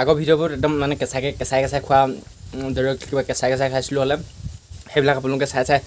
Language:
Assamese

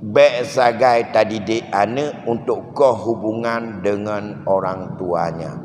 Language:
Achinese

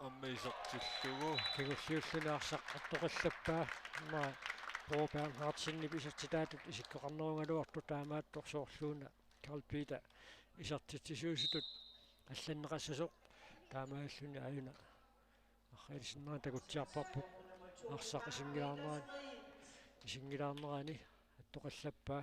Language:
Kalaallisut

